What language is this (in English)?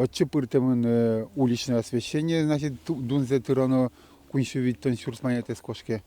Udmurt